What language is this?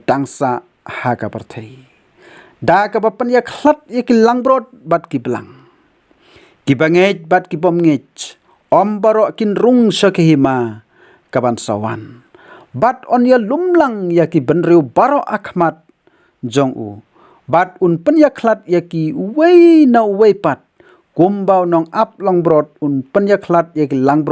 Khasi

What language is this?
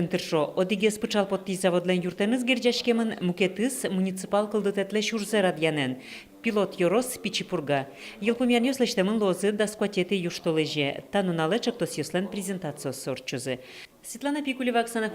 Udmurt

